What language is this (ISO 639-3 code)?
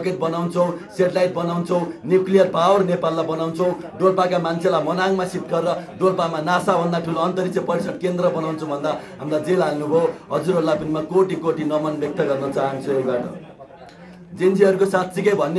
nep